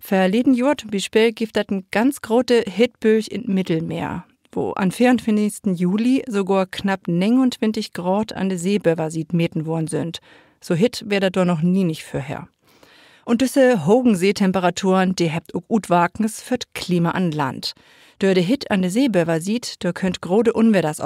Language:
Low German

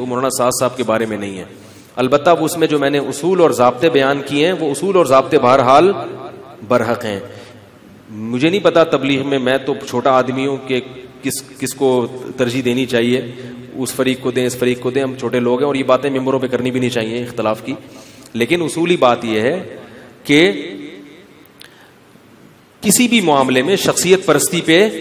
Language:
Urdu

